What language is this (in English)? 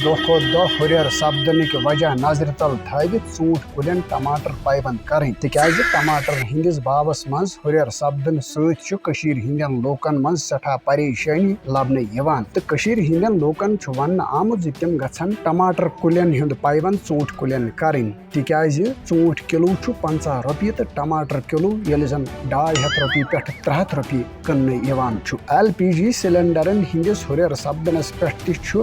Kashmiri